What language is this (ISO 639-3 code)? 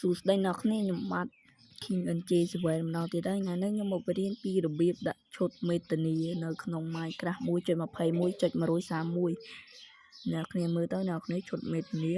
khm